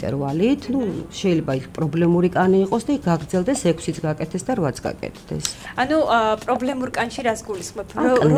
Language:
Georgian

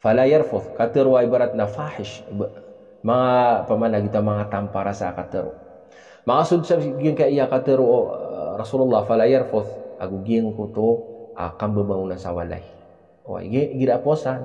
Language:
Maranao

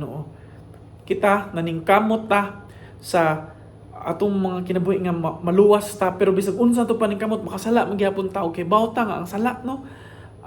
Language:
Cebuano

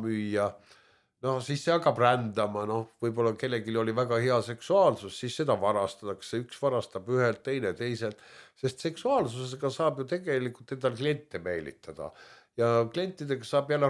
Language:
Estonian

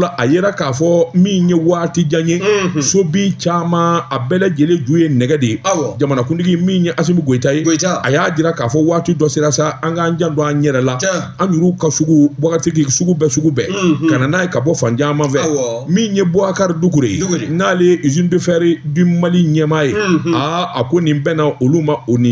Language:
Bambara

